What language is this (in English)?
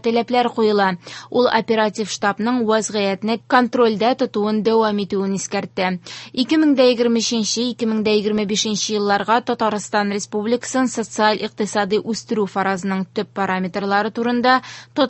Tatar